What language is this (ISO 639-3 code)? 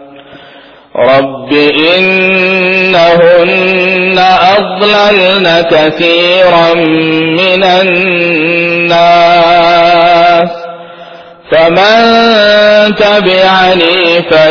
urd